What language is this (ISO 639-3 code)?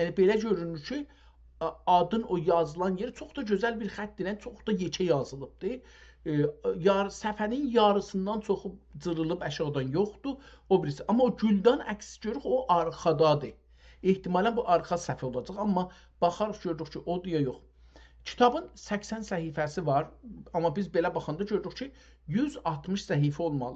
azb